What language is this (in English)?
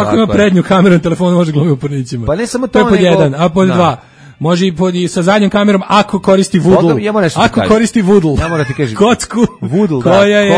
Serbian